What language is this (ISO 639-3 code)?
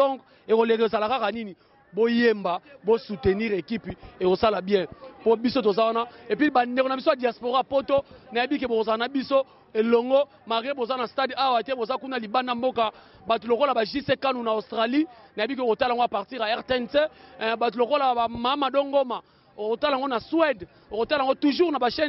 lin